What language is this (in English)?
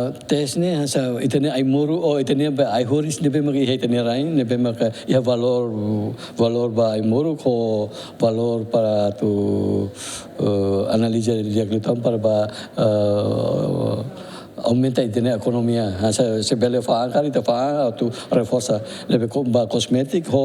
Tetum